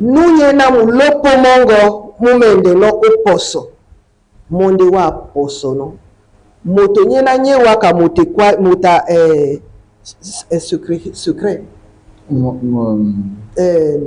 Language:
Duala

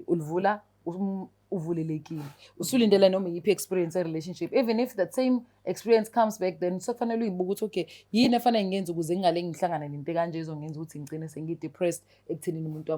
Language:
Zulu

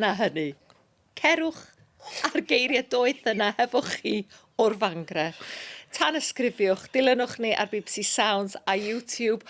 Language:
Welsh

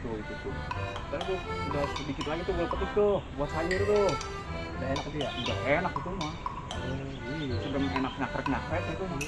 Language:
Betawi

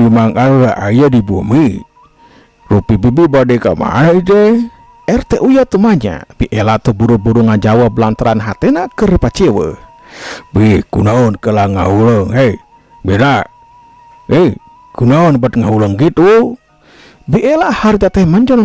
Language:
Sundanese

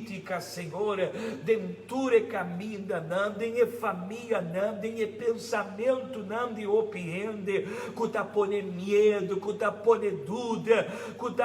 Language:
Papiamento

